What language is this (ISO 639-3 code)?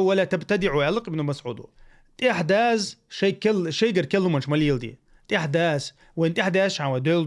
che